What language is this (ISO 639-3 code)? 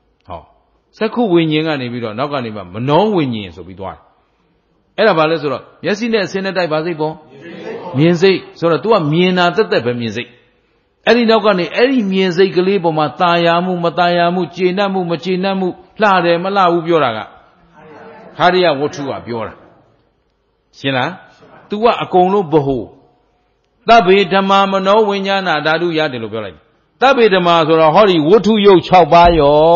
mya